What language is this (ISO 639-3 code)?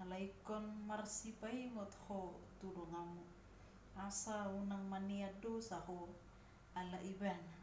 bbc